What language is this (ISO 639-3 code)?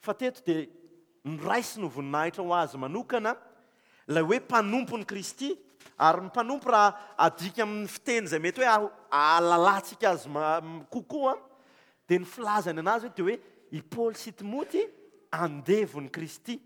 mlg